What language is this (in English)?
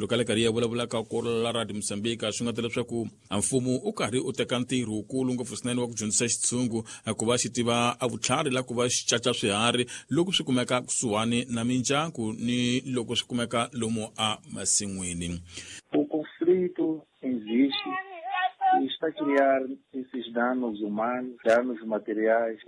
Tsonga